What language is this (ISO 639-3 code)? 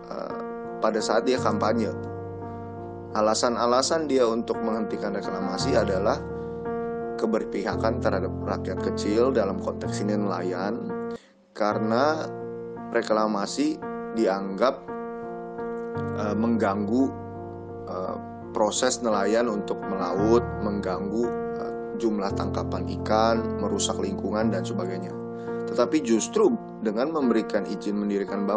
ind